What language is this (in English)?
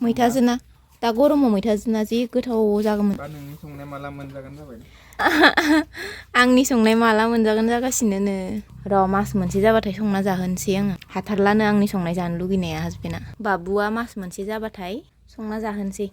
Bodo